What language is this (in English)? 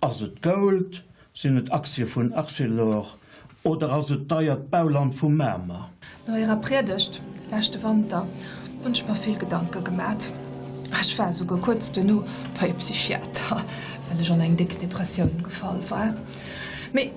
Luxembourgish